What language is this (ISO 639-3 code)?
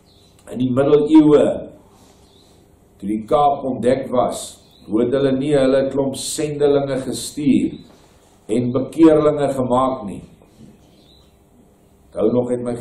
afr